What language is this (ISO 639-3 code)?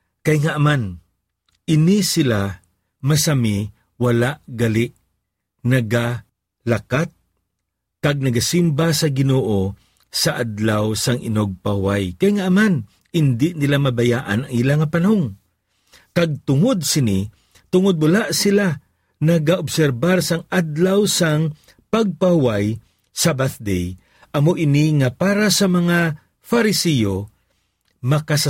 hil